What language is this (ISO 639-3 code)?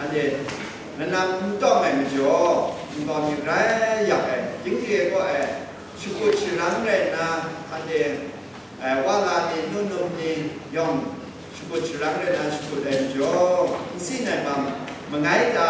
kac